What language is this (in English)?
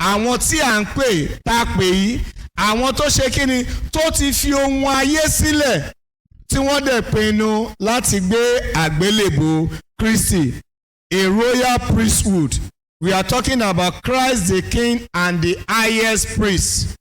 Yoruba